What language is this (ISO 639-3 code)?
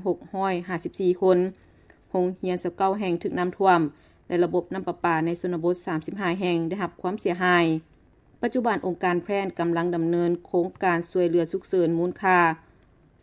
lao